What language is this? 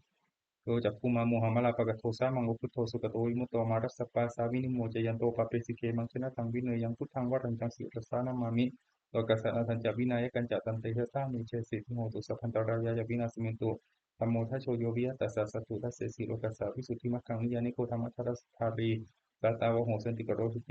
Pali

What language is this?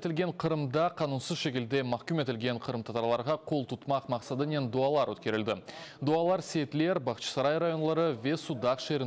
Crimean Tatar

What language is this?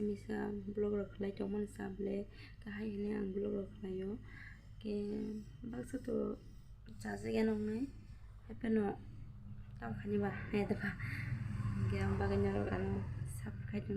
Kok Borok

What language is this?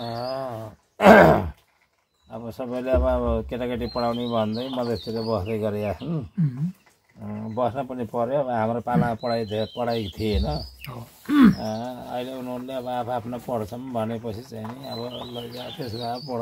Nepali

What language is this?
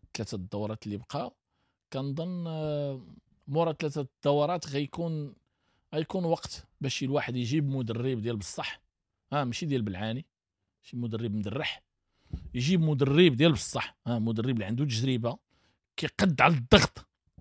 Moroccan Arabic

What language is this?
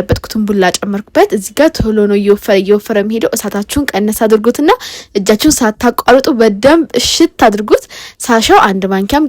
Amharic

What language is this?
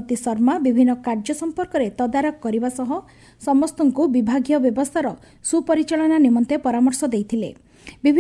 Odia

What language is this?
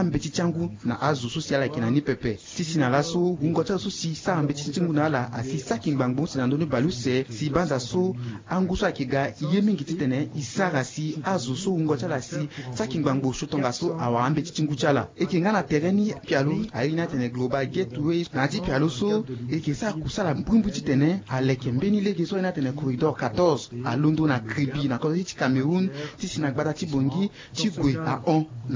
Sango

